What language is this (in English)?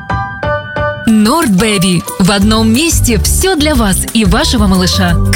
Russian